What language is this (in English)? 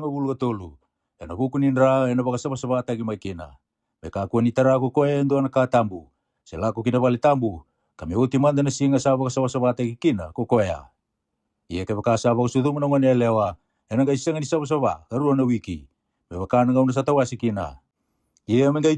Fijian